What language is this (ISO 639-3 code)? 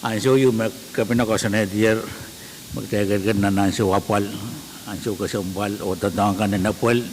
pon